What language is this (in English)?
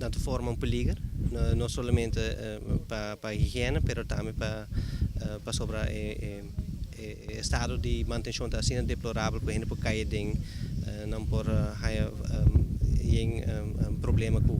Papiamento